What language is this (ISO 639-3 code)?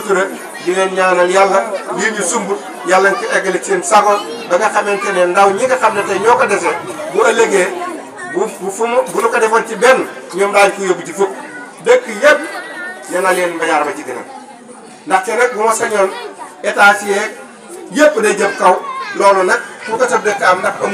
wol